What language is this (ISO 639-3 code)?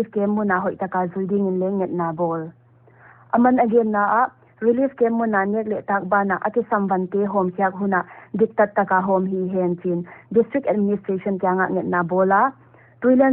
pck